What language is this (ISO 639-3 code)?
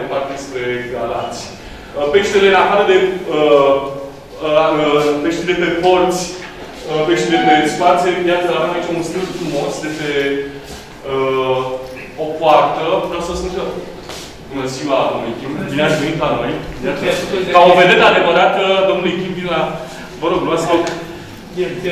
ron